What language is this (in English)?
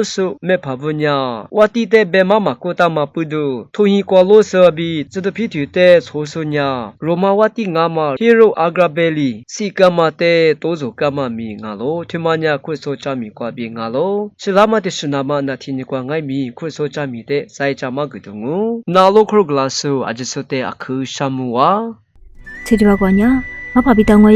Lisu